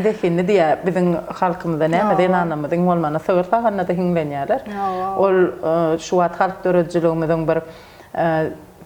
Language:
Turkmen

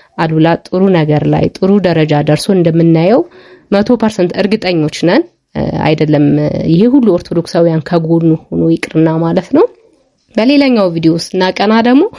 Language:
Amharic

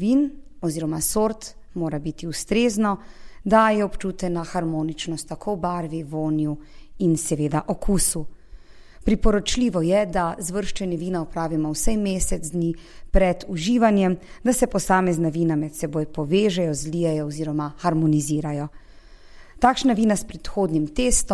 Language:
Slovenian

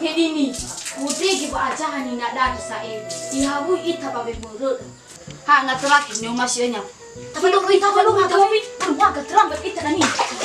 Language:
Nias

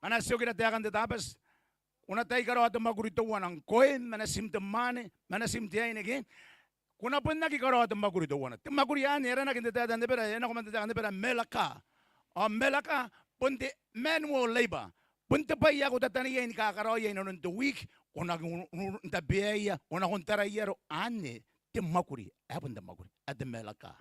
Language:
Gilbertese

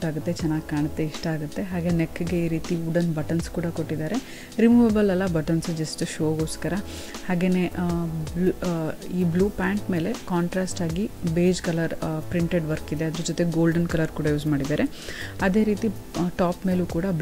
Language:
Kannada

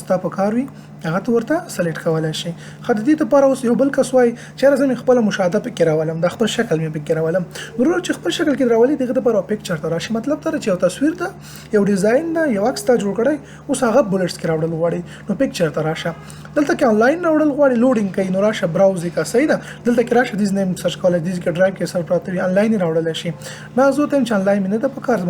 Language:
Pashto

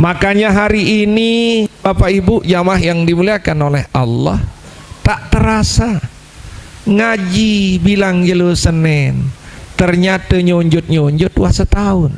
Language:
Sasak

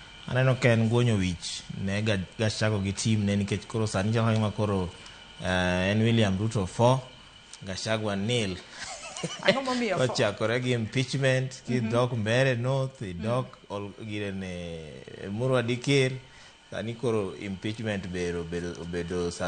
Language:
Luo (Kenya and Tanzania)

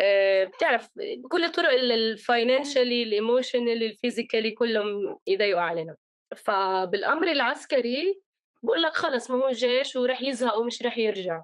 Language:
North Levantine Arabic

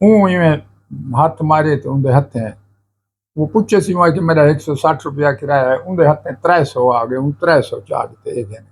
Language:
Saraiki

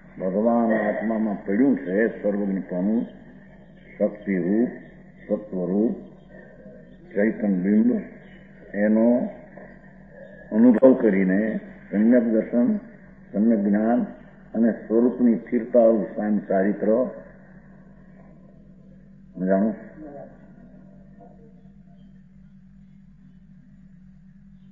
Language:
Gujarati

